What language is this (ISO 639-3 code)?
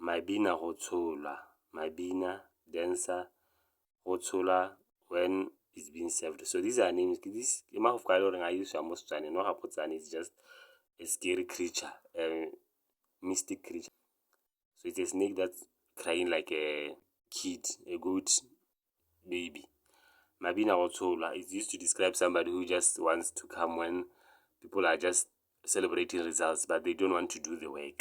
tsn